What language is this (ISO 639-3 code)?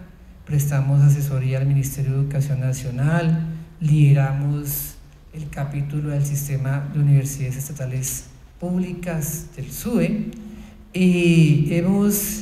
spa